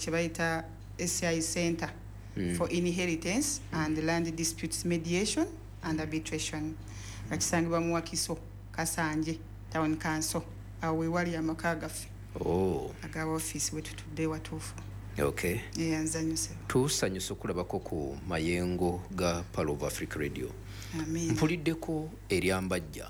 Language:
Ganda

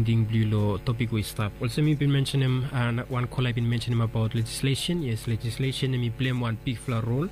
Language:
Bislama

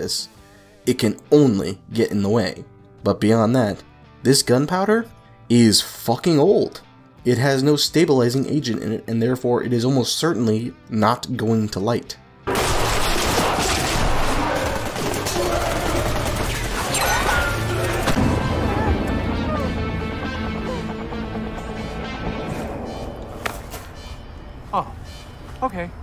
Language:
English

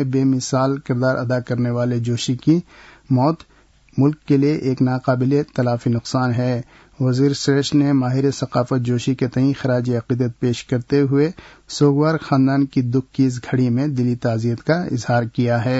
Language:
Urdu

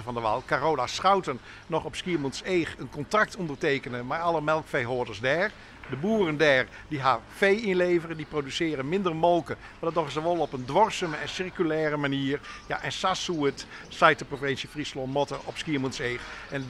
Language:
Western Frisian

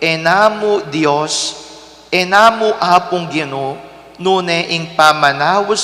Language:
Pampanga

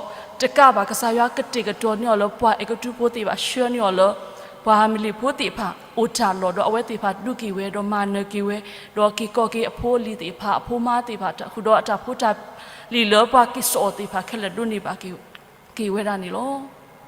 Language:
S'gaw Karen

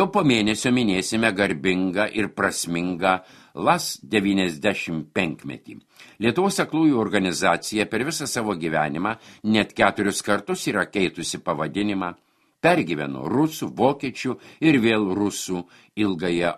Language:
Lithuanian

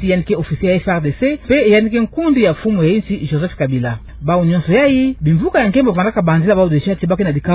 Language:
Kituba (Democratic Republic of Congo)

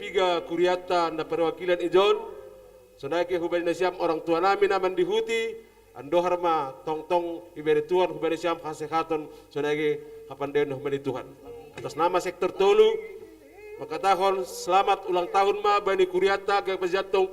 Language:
Batak Simalungun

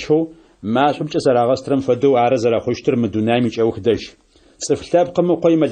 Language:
Adyghe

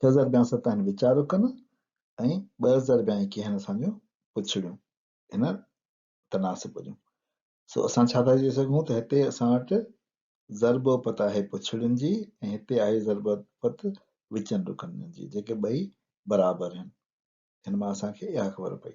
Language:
Sindhi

